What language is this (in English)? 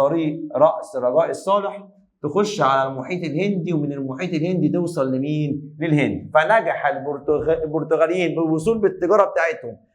Egyptian Arabic